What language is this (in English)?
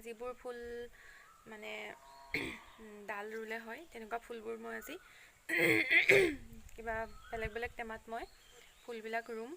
Assamese